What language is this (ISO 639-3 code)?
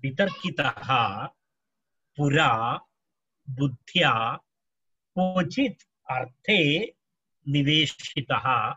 san